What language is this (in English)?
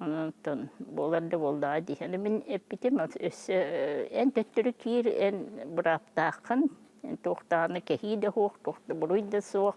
Yakut